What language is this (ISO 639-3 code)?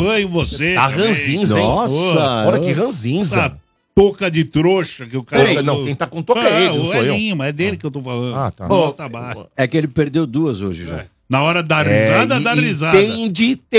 por